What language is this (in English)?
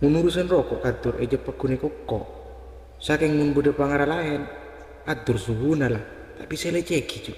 Madurese